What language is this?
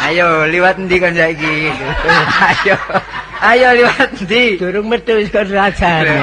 Javanese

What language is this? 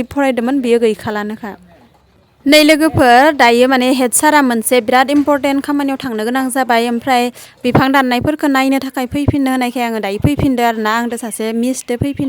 Bodo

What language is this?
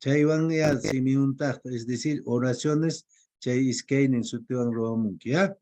Quechua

